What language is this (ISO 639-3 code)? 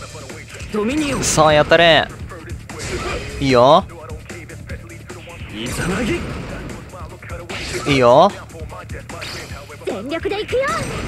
jpn